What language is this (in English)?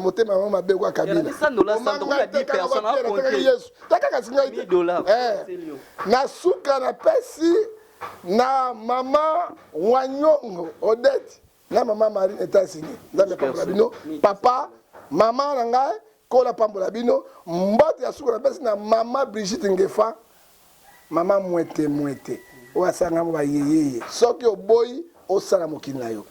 Lingala